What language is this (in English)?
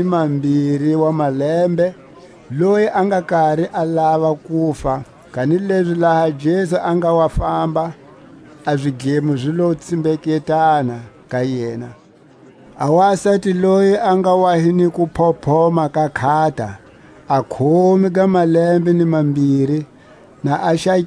Tswa